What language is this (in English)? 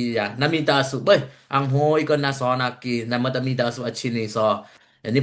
Dimasa